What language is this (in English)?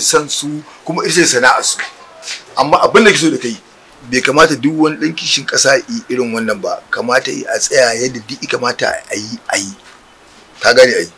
Hausa